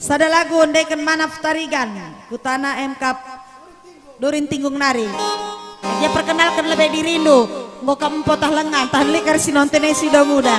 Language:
Batak Karo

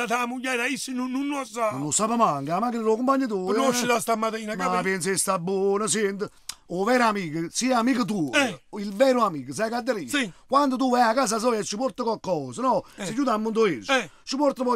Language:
Neapolitan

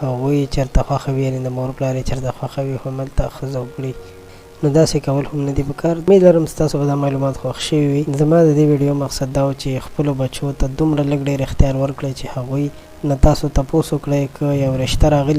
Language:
Pashto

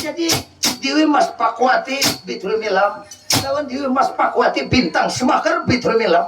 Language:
Banjar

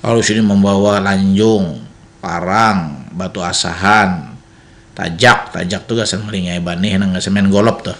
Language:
Banjar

